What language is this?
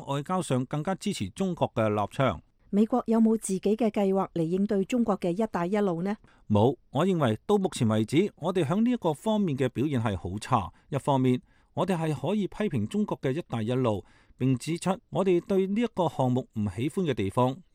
Cantonese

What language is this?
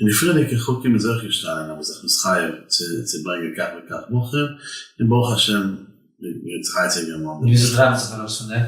Yiddish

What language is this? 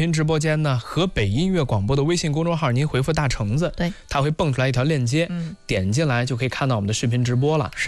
Chinese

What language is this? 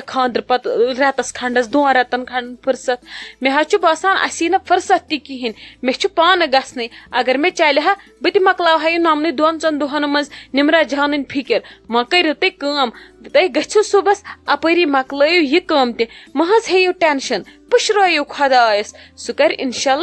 Kashmiri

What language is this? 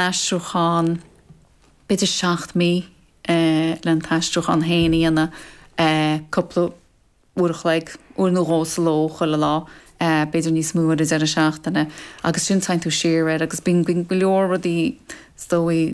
Irish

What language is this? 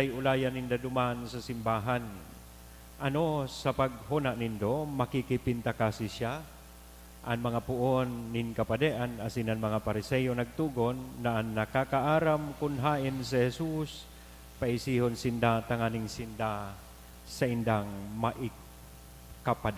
Bikol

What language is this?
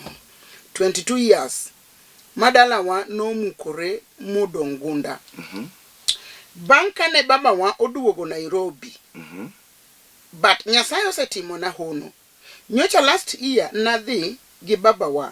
Luo (Kenya and Tanzania)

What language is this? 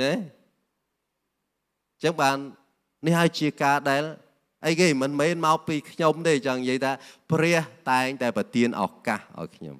Khmer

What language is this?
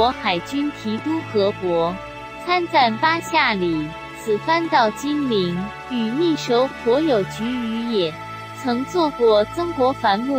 Chinese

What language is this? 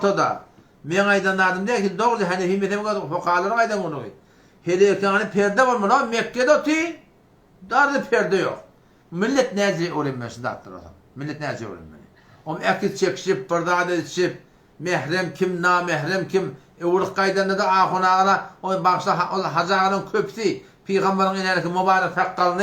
Turkmen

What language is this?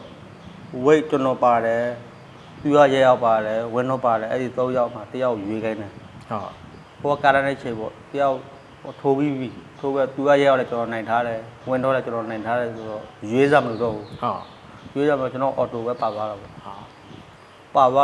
Burmese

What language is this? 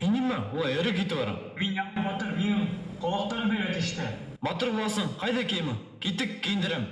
Bashkir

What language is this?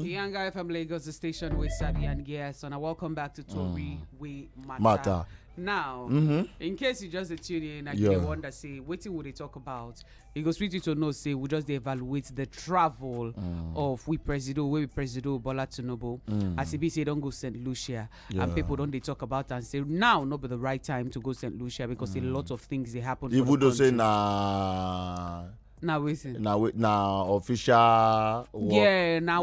Nigerian Pidgin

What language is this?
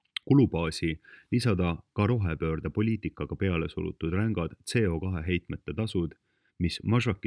Estonian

